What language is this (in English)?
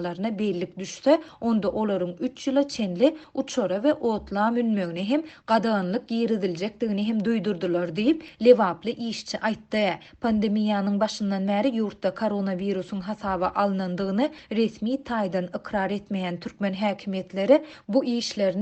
Turkmen